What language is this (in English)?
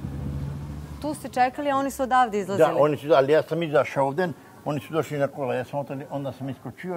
Bosnian